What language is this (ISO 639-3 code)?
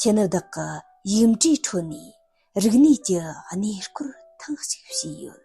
bod